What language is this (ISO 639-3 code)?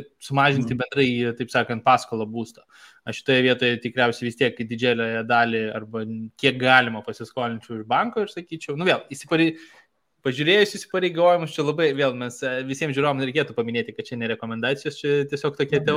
lit